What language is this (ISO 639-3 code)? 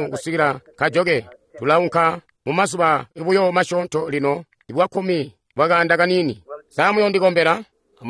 toi